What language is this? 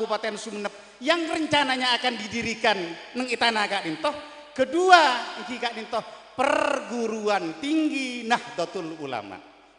Madurese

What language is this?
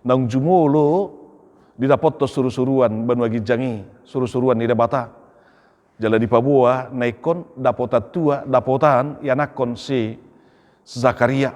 Batak Toba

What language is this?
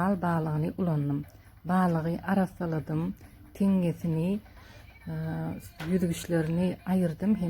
Turkmen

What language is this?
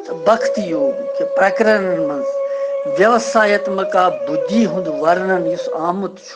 Kashmiri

